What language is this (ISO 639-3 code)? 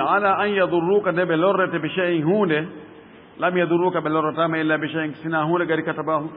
ful